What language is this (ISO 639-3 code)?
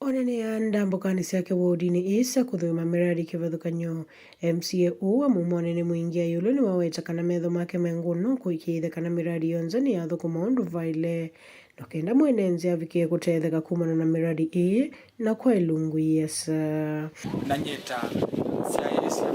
kam